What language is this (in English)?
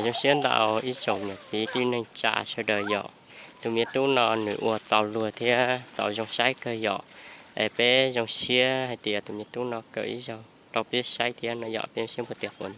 Hmong